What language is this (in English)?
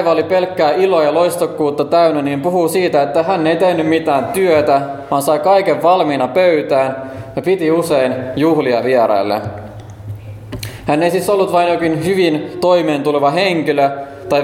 Finnish